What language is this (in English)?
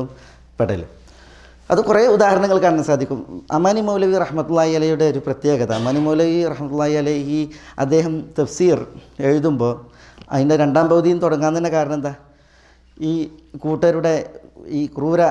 Malayalam